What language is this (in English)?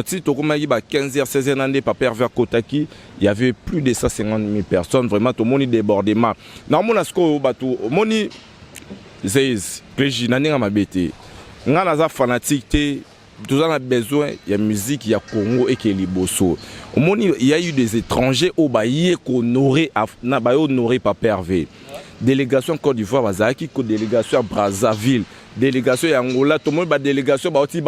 Lingala